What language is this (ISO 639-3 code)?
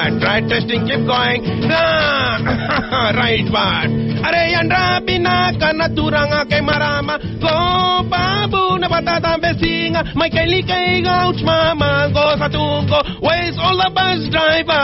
fij